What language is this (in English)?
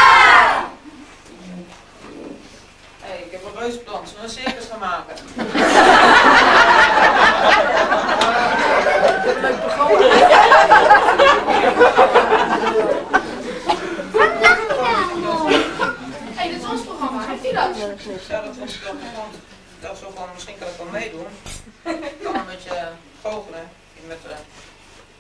Dutch